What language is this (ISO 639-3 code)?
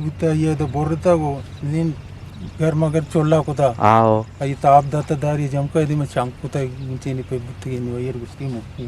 bgp